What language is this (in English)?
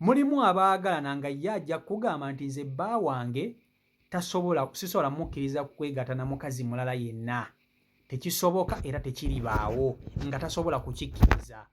Ganda